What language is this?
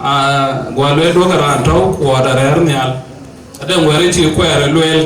Dinka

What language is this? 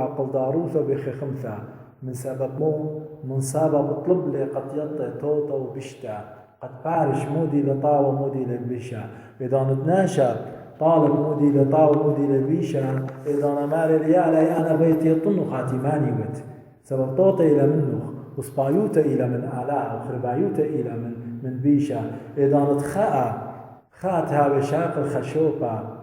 Assyrian Neo-Aramaic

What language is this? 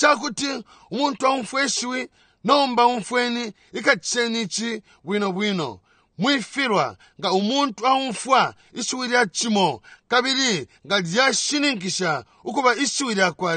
Bemba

